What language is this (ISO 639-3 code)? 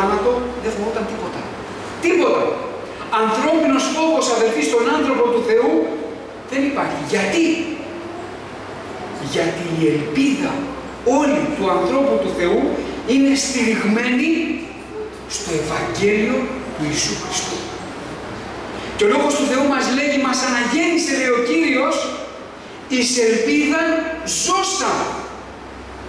ell